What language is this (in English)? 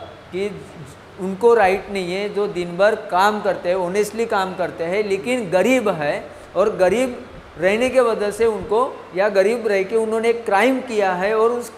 Hindi